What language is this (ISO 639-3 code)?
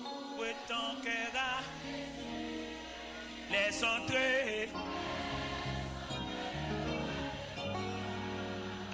fra